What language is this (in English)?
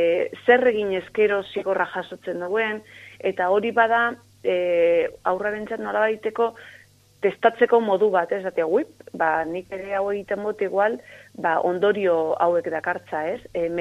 Basque